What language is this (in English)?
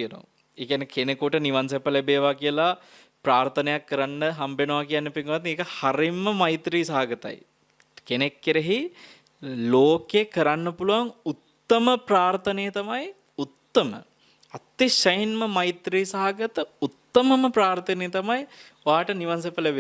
Sinhala